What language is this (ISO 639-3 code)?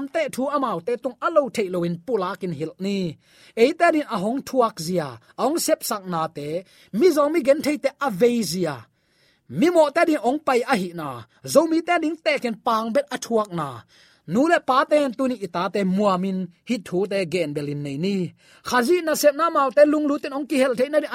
ctd